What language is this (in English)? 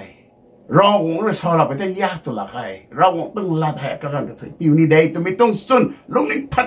Rongmei Naga